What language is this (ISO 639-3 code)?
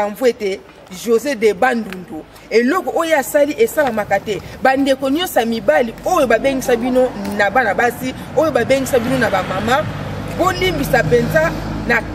lin